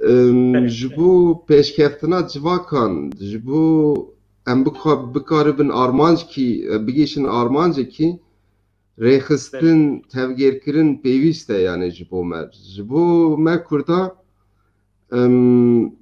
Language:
Kurdish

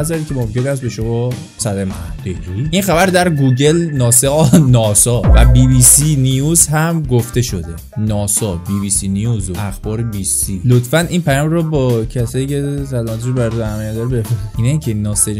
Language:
Persian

